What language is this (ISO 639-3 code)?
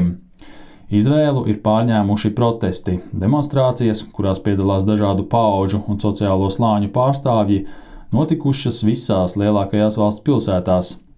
lav